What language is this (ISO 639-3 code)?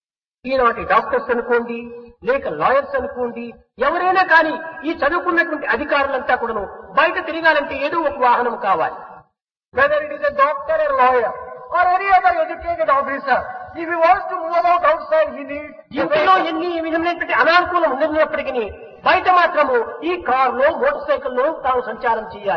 tel